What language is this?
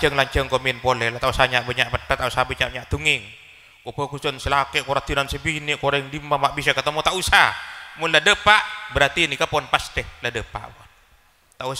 Madurese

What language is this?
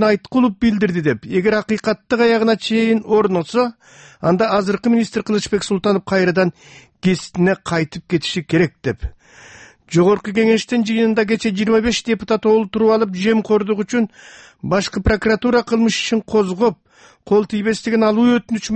Kyrgyz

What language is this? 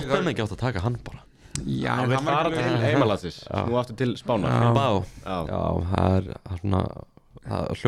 Icelandic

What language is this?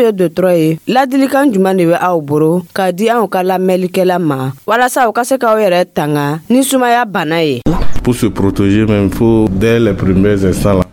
Dyula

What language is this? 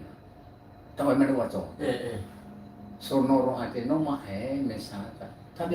Nias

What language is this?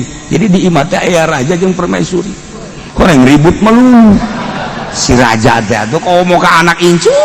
Sundanese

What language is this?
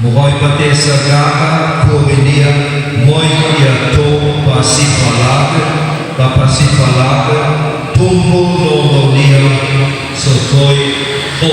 Nias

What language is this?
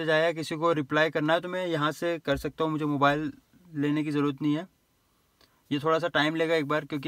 Hindi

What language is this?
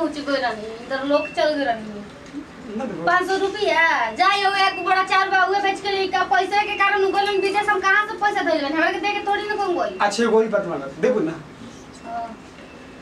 Bhojpuri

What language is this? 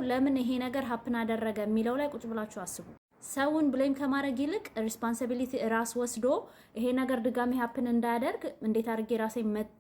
Amharic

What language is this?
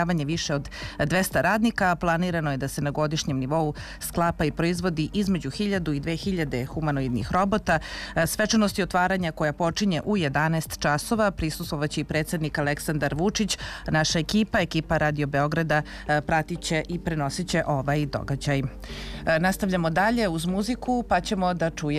Serbian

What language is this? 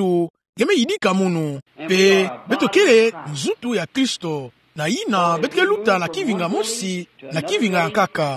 Kituba (Democratic Republic of Congo)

